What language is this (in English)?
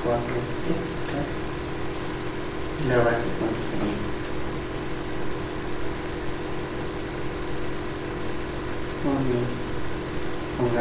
Spanish